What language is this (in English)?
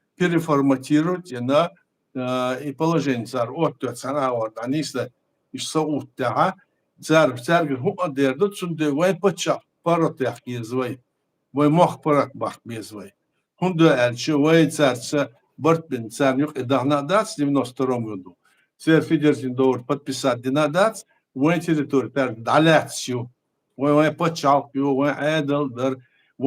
Chechen